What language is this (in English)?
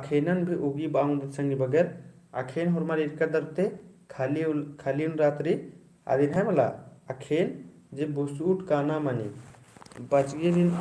Kurukh